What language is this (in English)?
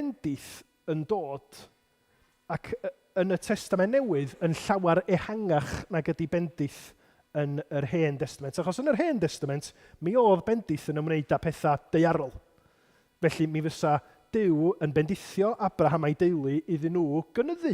Welsh